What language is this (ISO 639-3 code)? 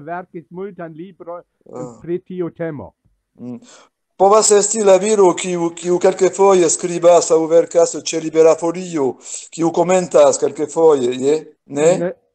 epo